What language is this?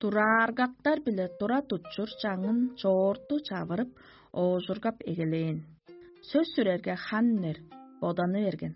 Tuvinian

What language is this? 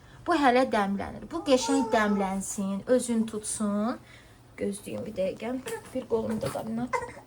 Azerbaijani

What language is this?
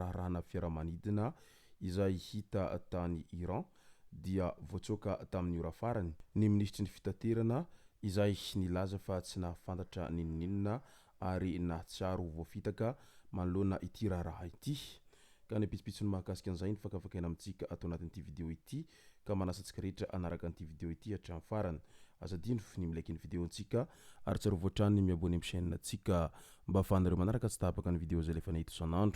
Malagasy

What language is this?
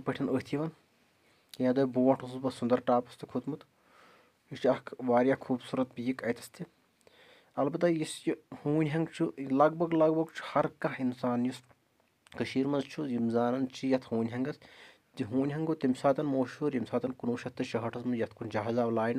Kashmiri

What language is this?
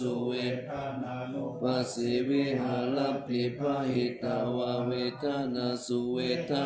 Pali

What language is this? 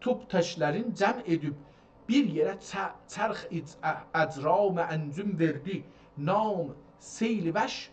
South Azerbaijani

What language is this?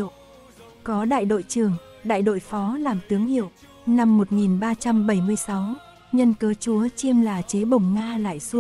Vietnamese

